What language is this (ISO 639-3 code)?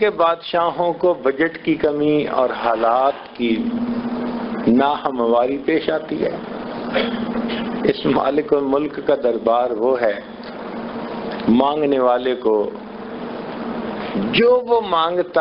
urd